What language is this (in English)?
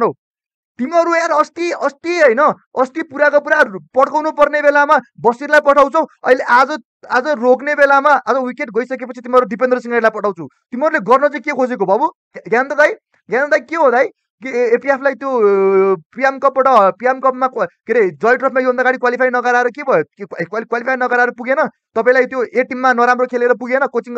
Nepali